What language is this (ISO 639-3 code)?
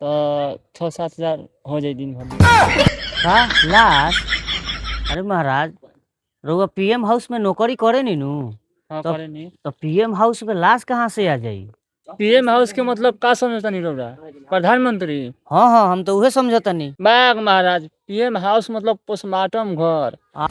bho